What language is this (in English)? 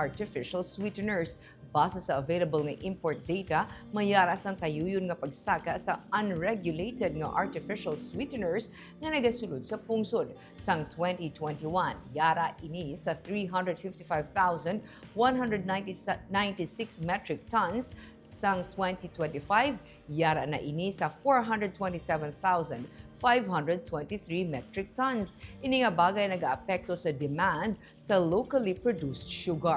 Hiligaynon